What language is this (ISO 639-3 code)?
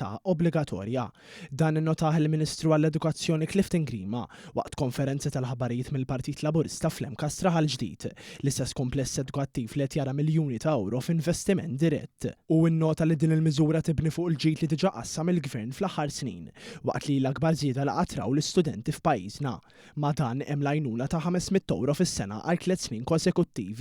mlt